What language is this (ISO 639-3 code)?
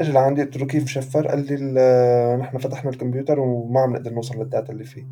apc